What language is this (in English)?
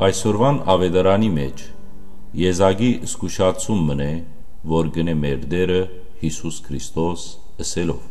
Western Armenian